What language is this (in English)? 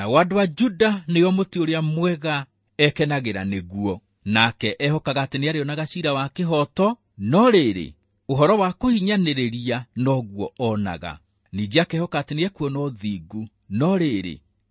Kikuyu